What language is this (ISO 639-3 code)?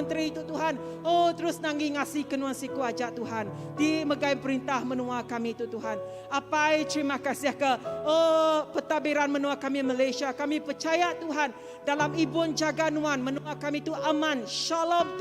iba